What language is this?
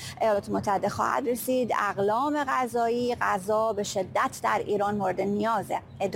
Persian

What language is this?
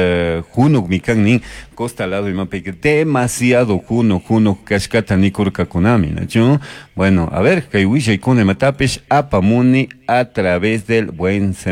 Chimborazo Highland Quichua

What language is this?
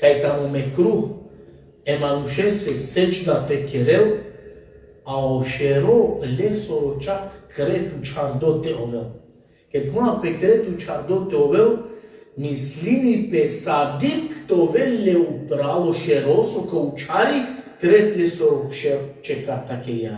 Balkan Romani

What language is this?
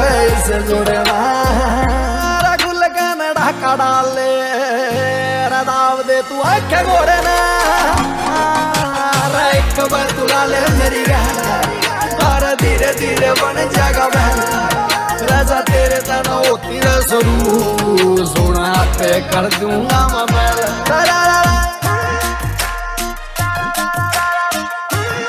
Punjabi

